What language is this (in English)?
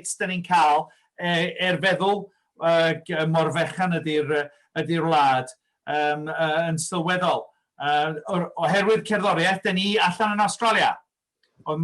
Welsh